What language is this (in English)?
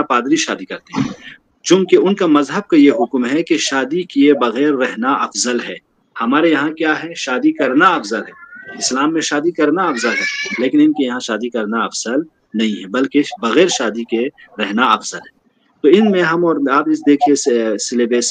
Urdu